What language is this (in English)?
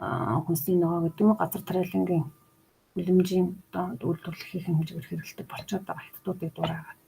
Mongolian